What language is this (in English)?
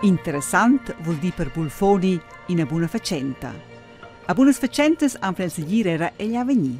Romansh